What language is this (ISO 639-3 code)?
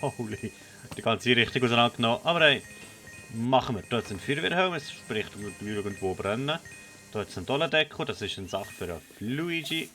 gsw